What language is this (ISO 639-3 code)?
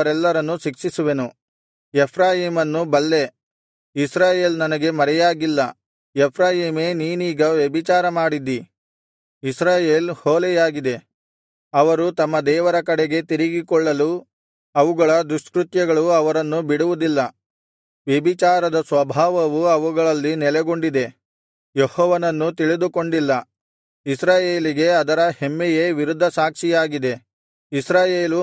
kan